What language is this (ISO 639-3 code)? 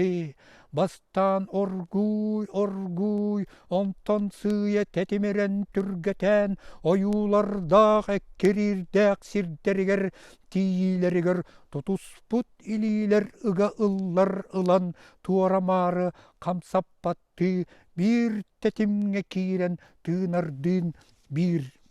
sah